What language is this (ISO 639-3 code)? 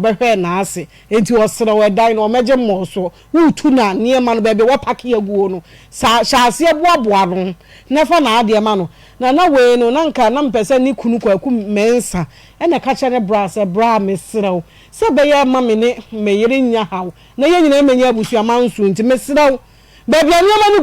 aka